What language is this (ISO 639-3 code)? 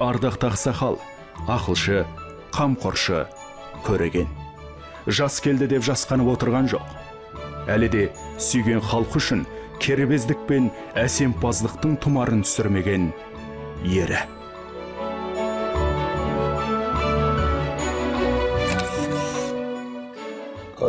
kaz